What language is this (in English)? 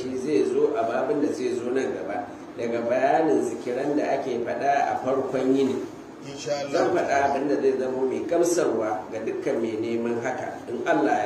Hausa